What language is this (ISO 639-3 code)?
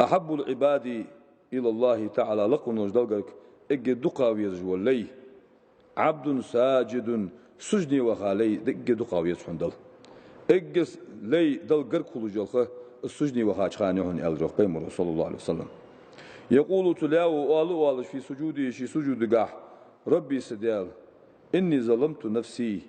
inh